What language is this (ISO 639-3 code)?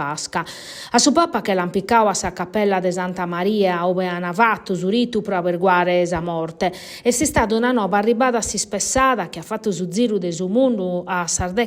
srd